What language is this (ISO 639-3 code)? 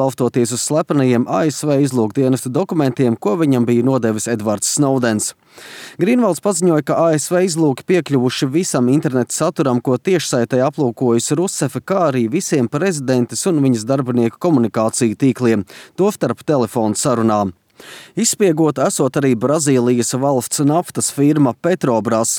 lav